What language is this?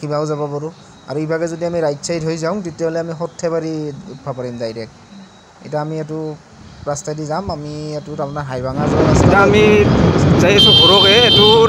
Assamese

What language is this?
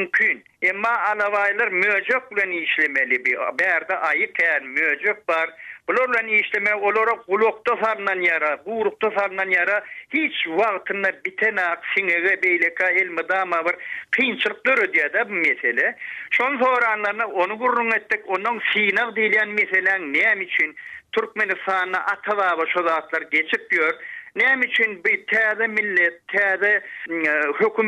Turkmen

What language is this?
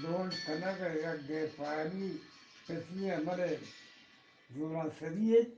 Eastern Balochi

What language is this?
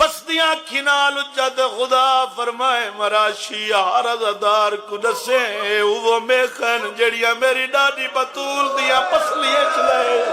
Saraiki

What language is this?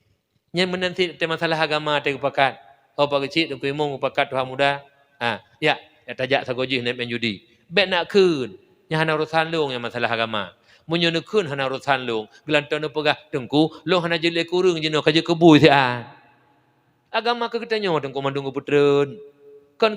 Achinese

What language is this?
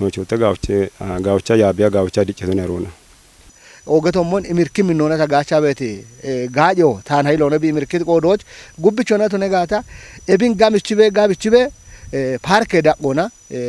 Kafa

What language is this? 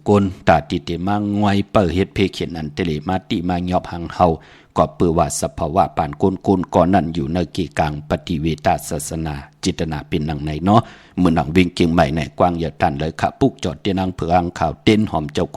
Shan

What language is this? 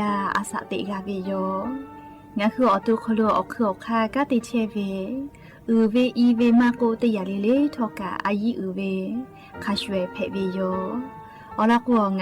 Lahu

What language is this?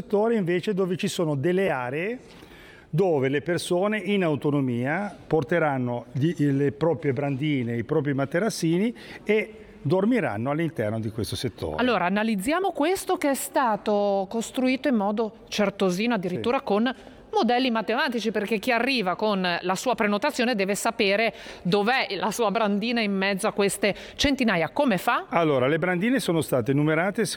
Italian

